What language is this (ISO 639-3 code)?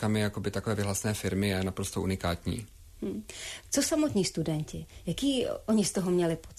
ces